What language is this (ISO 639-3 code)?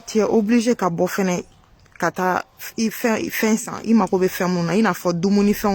bam